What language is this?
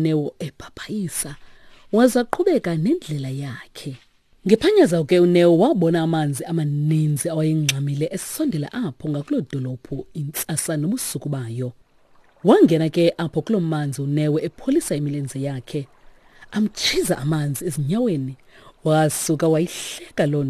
Xhosa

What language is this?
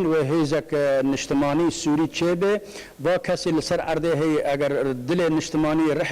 Kurdish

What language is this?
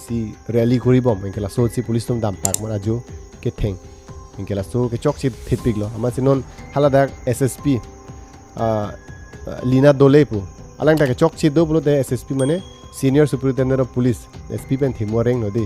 Karbi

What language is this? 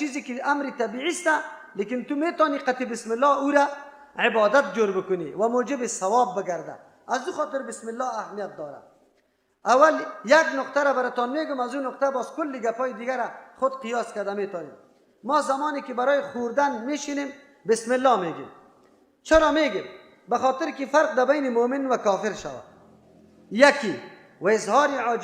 Persian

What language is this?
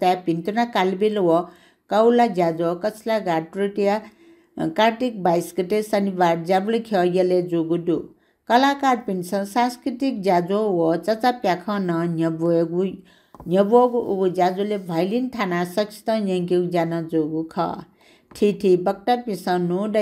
Newari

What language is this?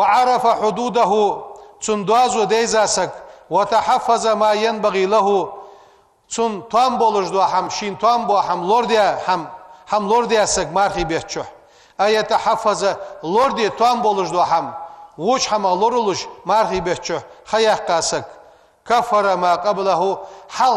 Ingush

